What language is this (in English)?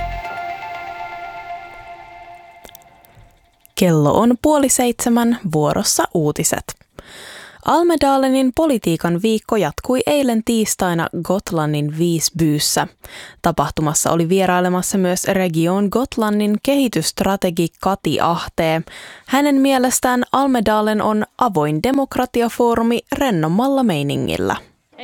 Finnish